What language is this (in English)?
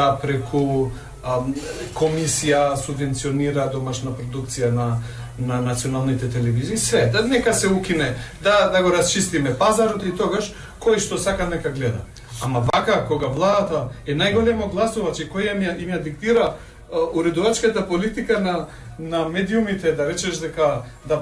Macedonian